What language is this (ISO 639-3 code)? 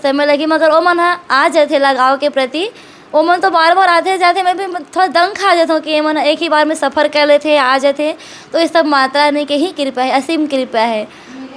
hne